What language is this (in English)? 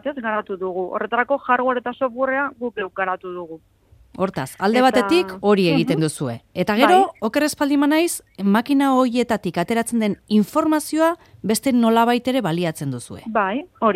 Basque